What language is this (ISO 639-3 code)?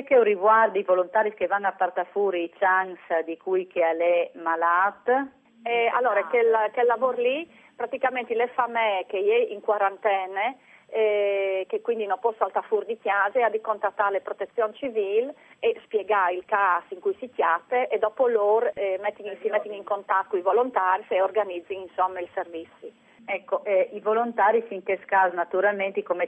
fur